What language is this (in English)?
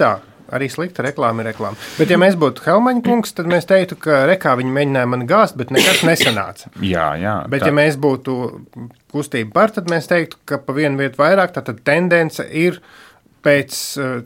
Latvian